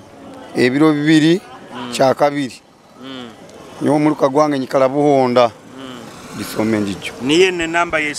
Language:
Nyoro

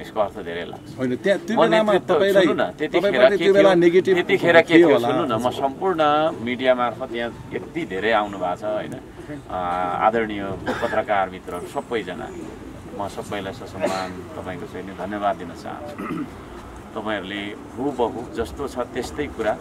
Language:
Nepali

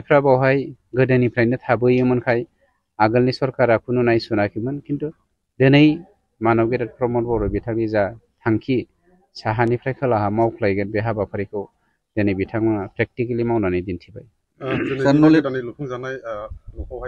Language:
Bodo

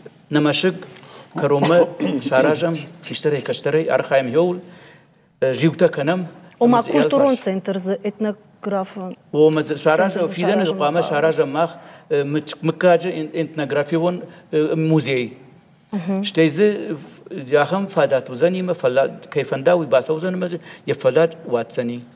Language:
Ossetic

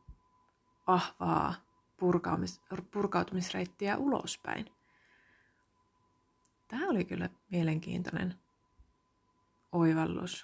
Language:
Finnish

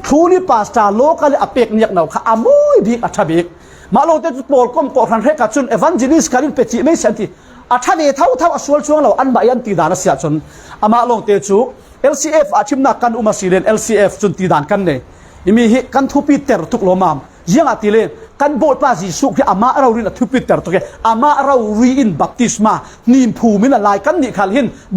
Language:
Falam Chin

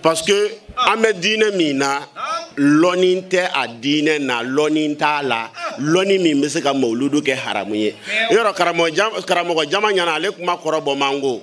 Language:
Bambara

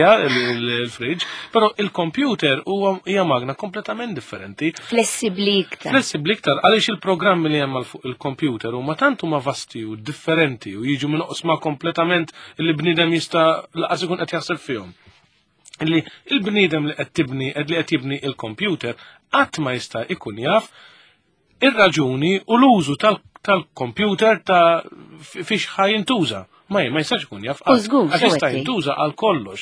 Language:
Maltese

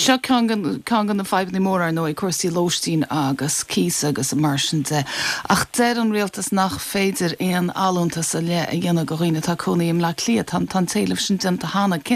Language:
Irish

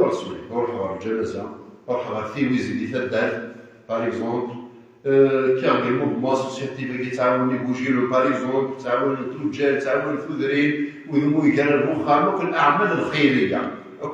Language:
Kabyle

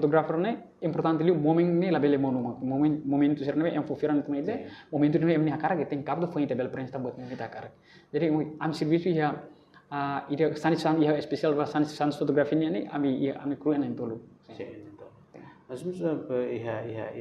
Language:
Tetum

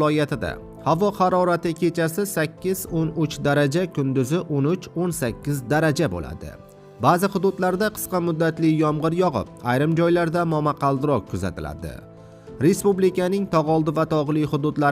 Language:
Uzbek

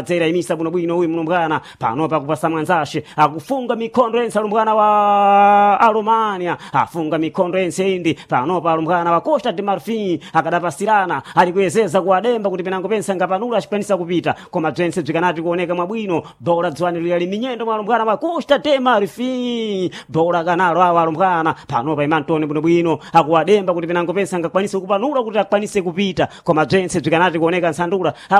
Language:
Sena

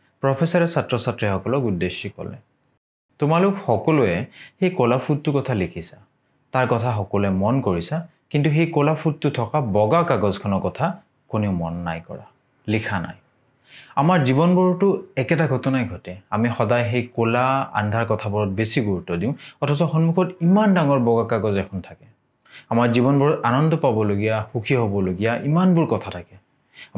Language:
Assamese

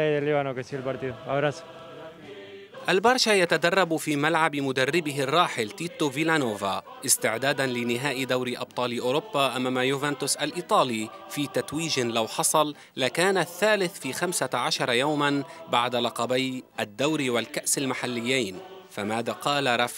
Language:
Arabic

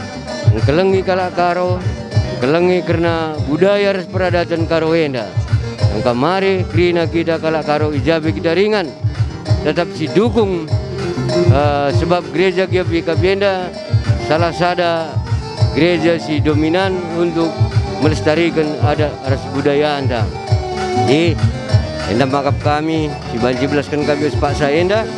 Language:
Batak Karo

